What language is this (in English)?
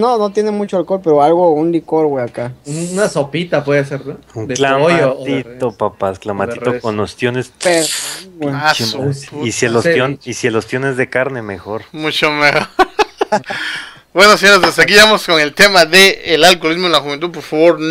Spanish